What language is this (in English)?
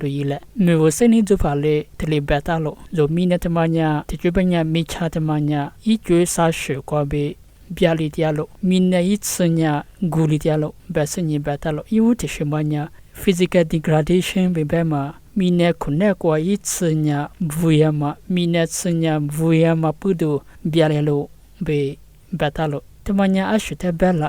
Lisu